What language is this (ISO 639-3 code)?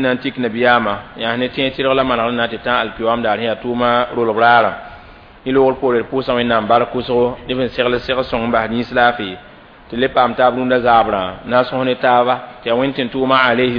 mos